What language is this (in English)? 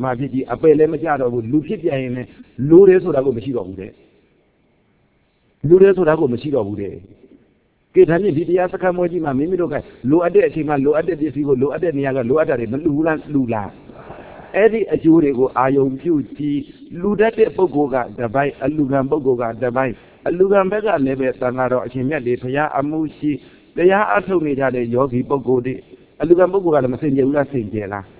Burmese